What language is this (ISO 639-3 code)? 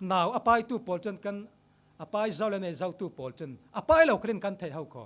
cfm